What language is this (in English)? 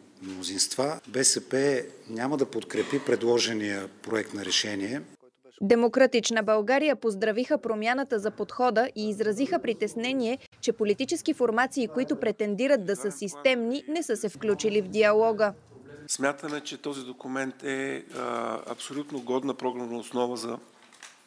Bulgarian